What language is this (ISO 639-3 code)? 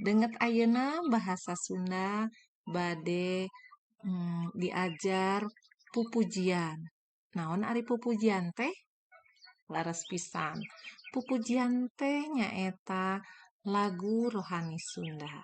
sun